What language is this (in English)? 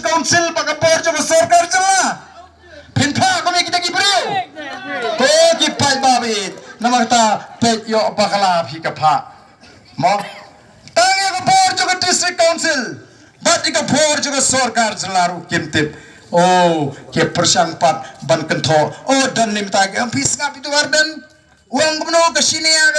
Khasi